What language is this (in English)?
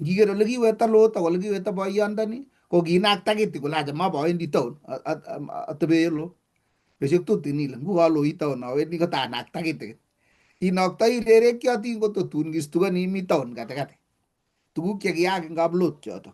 Kalenjin